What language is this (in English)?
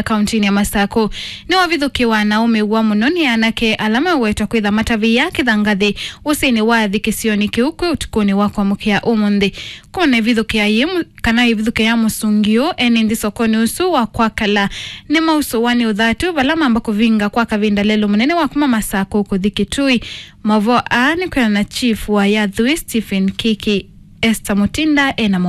Kamba